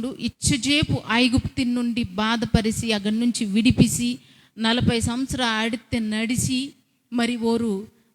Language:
Koya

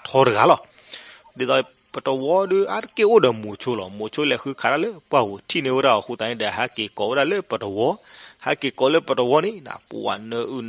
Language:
S'gaw Karen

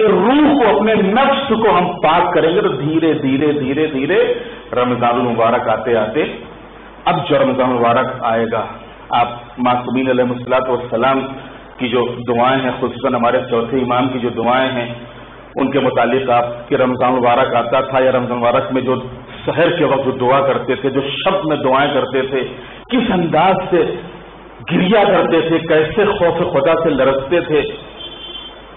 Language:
Urdu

